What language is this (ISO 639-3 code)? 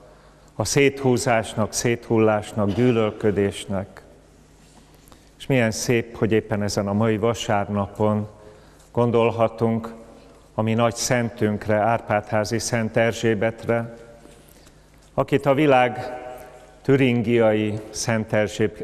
hun